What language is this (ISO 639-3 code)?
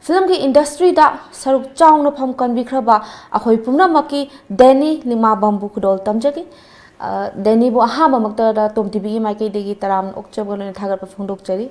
mni